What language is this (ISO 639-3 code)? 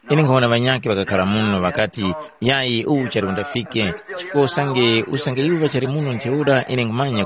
tum